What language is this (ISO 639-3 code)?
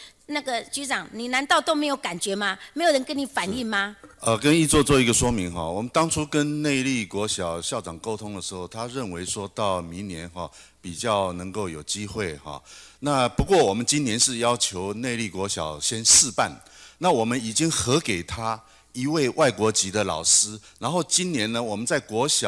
zho